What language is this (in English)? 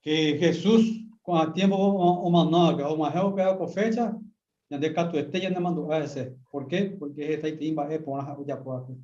Guarani